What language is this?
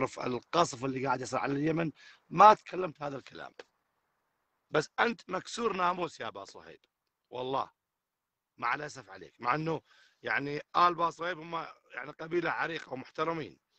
Arabic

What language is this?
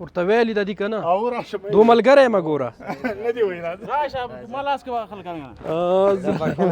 Pashto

